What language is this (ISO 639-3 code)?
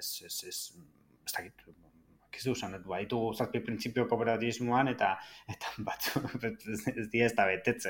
eus